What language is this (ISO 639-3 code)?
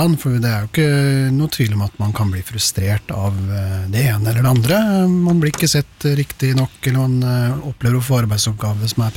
nor